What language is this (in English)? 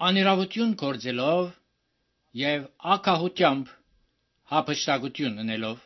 Armenian